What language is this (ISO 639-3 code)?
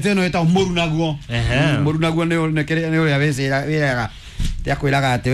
kik